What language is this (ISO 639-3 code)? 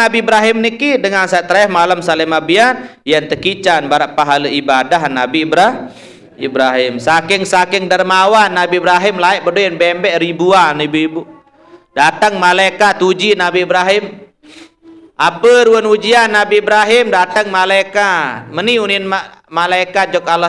sas